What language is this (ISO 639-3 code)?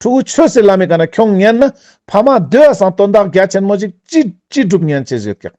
lbj